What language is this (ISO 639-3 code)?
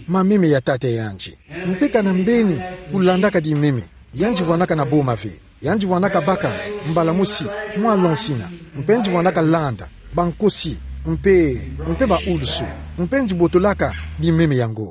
ktu